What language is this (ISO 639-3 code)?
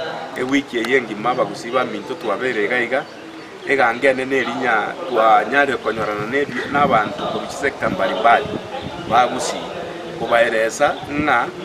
guz